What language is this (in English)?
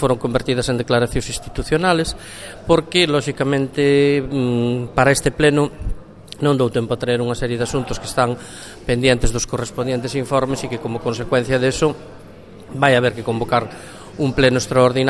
Galician